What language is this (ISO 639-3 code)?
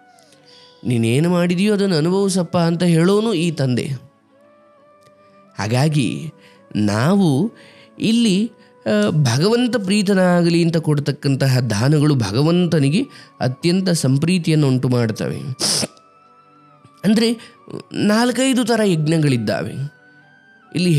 kan